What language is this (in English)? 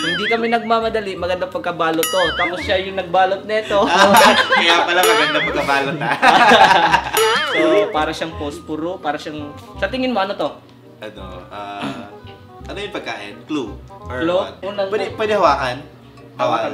Filipino